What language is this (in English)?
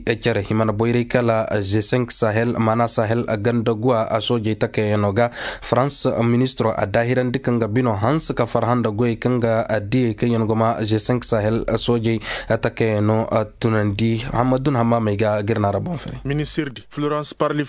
Koyraboro Senni